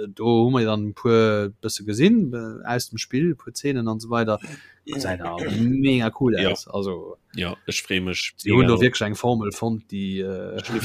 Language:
Luxembourgish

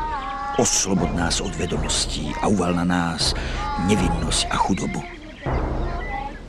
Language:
Slovak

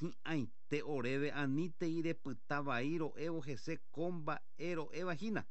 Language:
Guarani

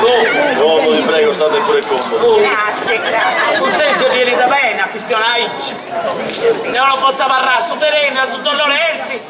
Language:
Sardinian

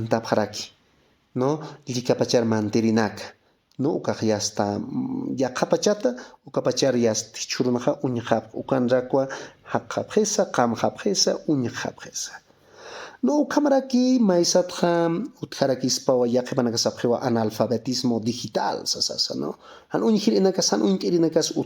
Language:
Aymara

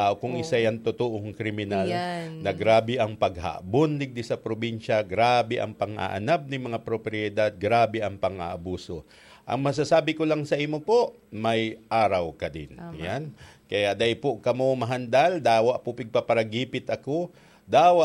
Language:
Bikol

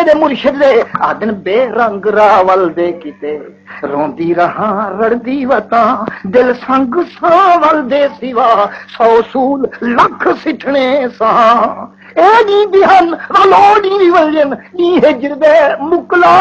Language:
Saraiki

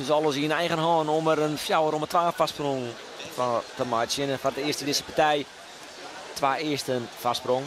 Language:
Western Frisian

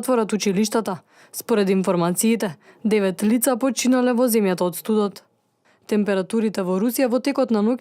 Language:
Macedonian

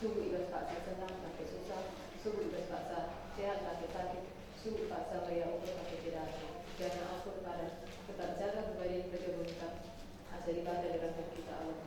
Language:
Batak Karo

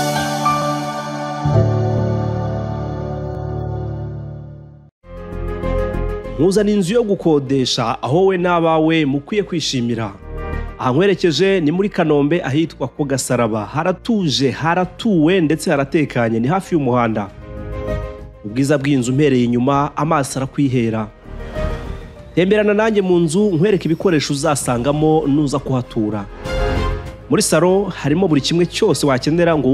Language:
Kinyarwanda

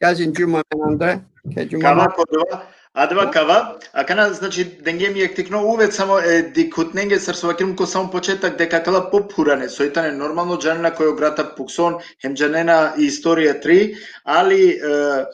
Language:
Balkan Romani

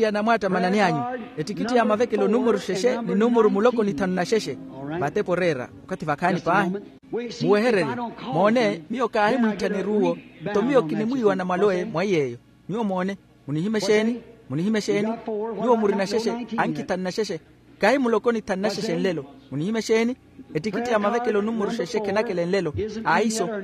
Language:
Makhuwa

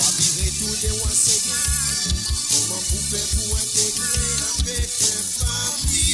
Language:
Morisyen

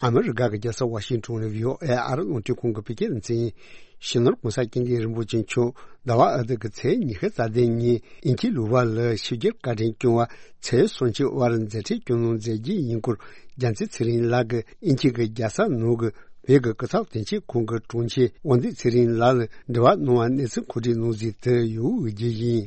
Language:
Tibetan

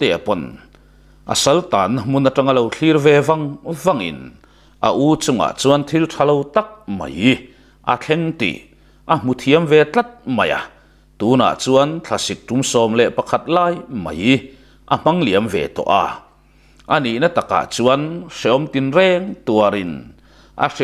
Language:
Mizo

